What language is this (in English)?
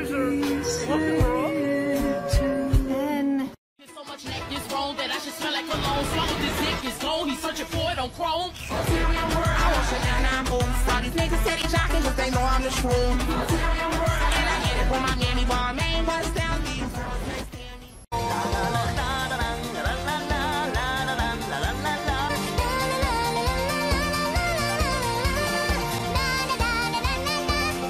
English